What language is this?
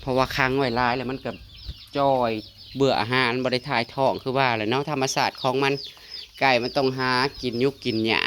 Northeastern Thai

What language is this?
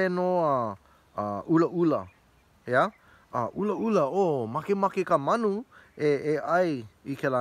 Hawaiian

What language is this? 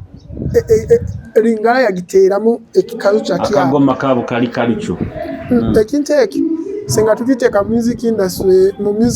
Nyoro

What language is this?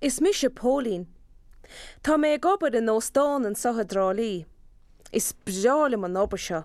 Irish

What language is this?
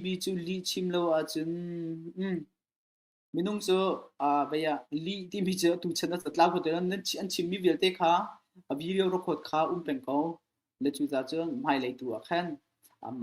Hakha Chin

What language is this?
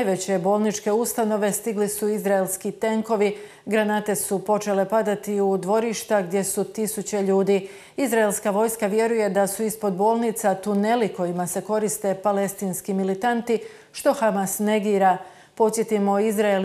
Croatian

